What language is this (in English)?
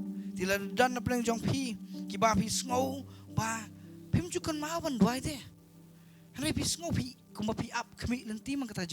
Khasi